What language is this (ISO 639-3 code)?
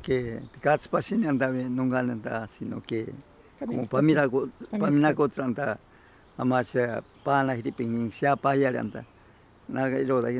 prq